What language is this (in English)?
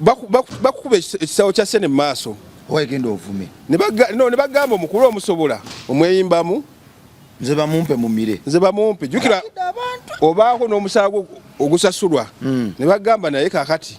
Ganda